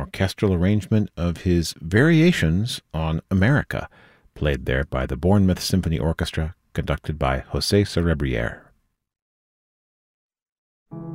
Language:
English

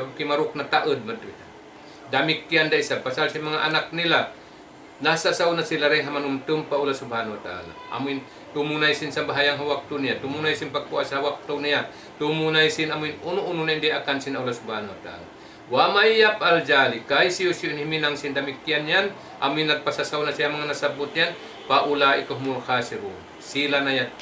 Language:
Tausug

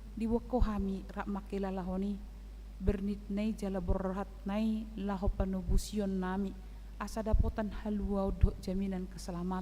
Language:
Batak Toba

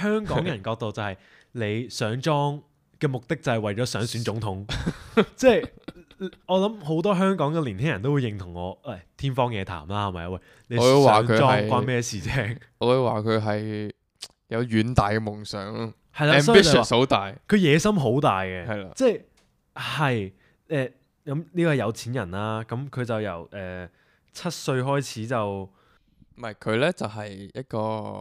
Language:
Cantonese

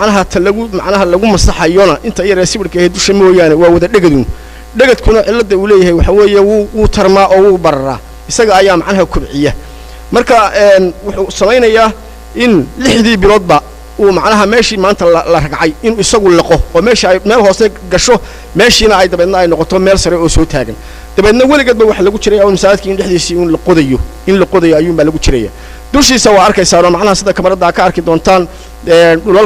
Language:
Somali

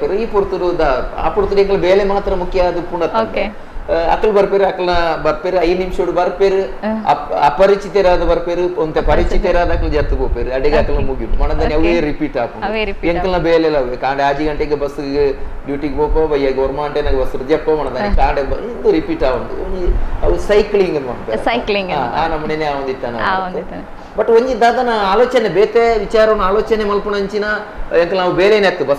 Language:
Tulu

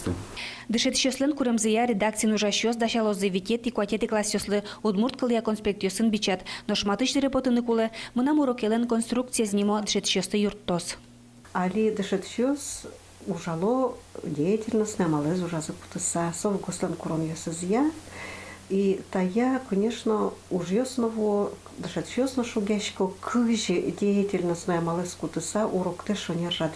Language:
Udmurt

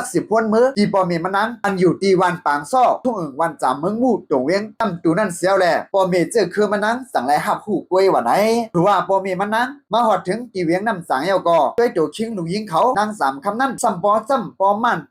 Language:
Shan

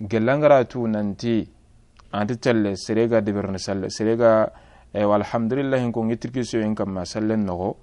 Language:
Soninke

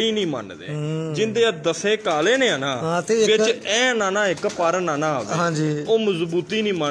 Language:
Punjabi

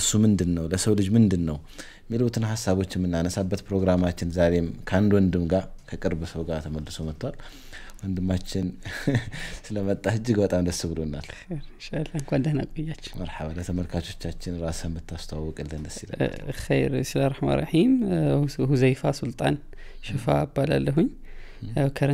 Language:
Amharic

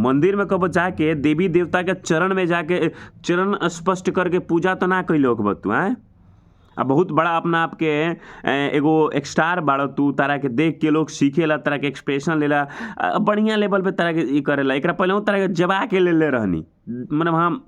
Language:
Bhojpuri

